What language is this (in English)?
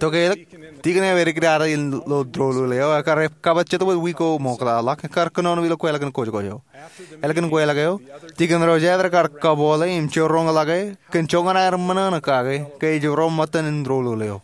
Marshallese